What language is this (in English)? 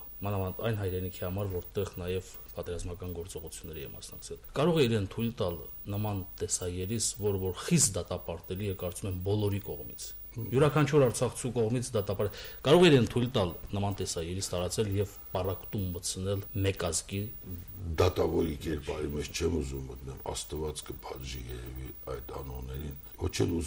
Armenian